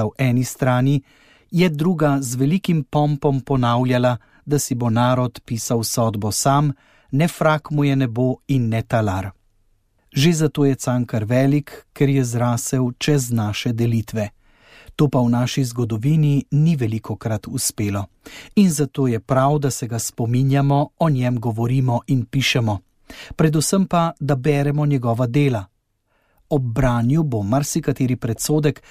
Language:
Slovenian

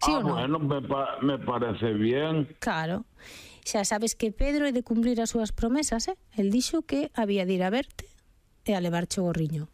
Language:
Galician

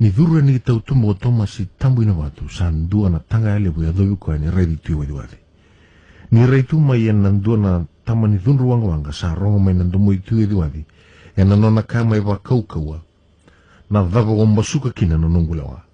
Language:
Fijian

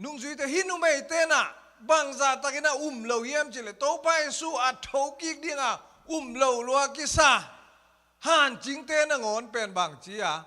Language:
Tedim Chin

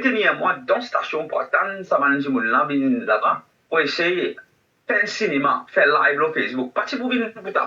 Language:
Morisyen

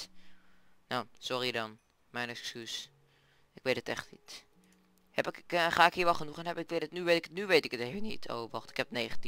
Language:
Dutch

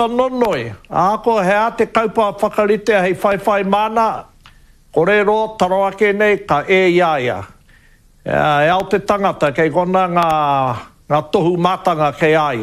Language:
Māori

